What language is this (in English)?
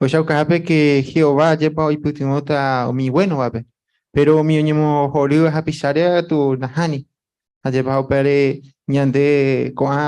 Guarani